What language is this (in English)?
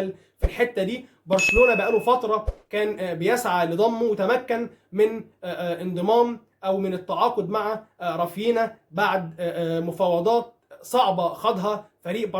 Egyptian Arabic